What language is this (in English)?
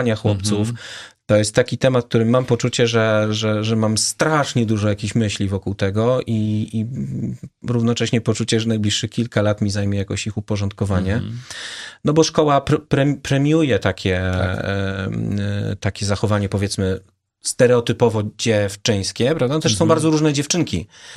Polish